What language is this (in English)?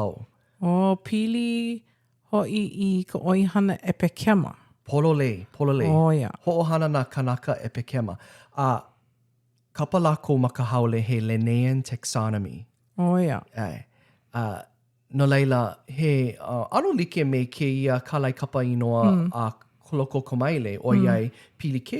Hawaiian